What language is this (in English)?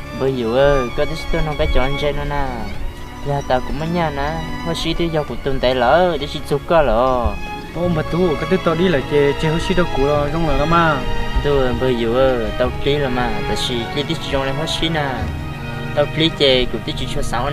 Hmong